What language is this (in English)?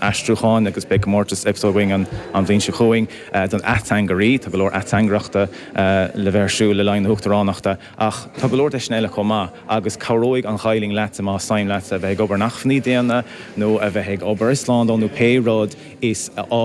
Irish